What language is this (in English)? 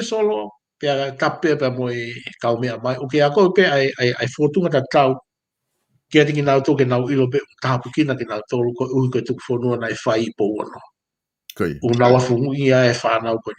Tongan